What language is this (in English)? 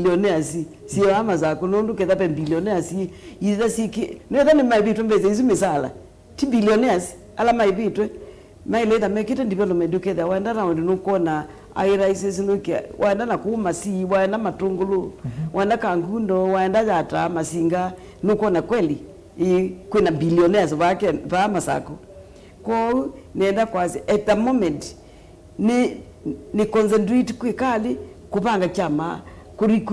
Kamba